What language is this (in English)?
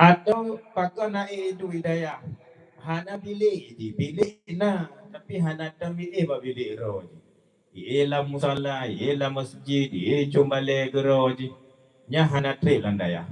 Achinese